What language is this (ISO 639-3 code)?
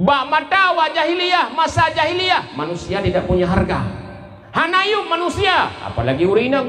ace